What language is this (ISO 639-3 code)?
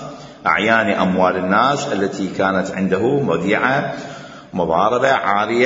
acm